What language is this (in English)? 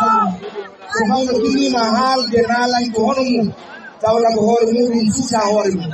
Fula